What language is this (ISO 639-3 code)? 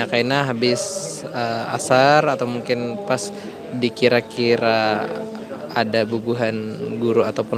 bjn